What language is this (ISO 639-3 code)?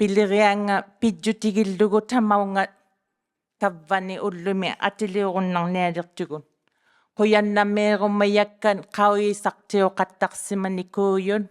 iku